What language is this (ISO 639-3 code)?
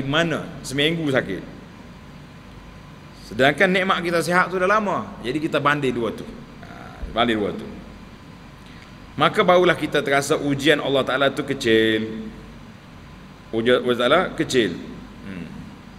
msa